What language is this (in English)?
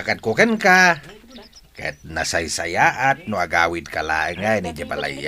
Iloko